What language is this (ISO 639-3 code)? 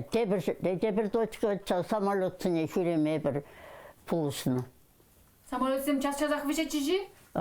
chv